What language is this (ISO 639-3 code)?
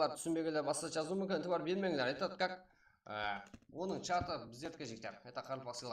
kaa